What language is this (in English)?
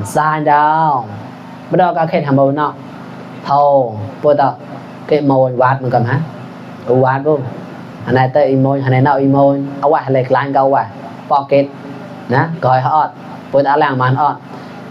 Mon